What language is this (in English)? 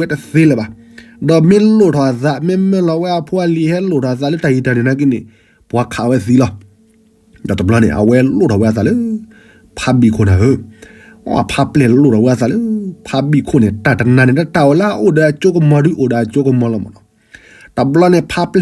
S'gaw Karen